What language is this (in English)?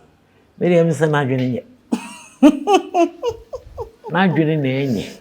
Akan